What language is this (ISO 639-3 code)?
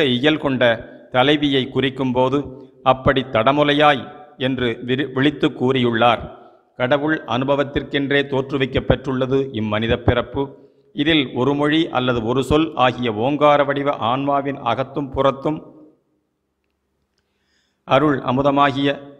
tam